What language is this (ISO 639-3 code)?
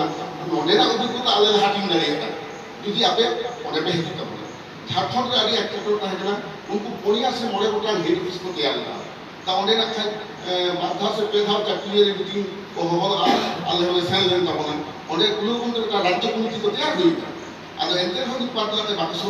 sat